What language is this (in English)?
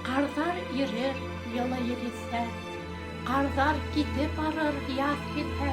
Bashkir